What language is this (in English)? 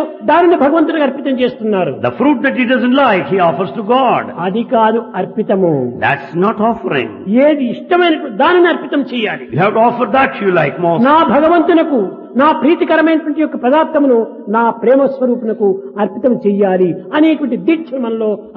Telugu